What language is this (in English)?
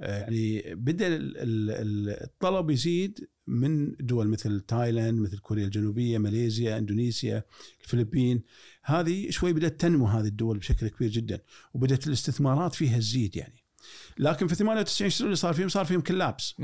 Gulf Arabic